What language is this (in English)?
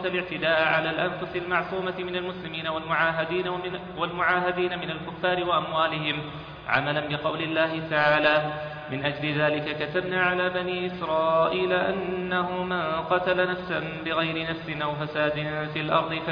Arabic